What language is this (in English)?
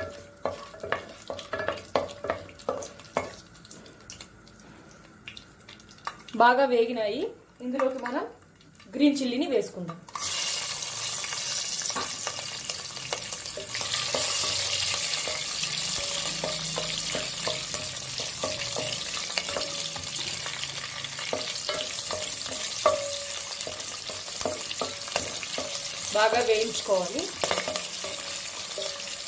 Telugu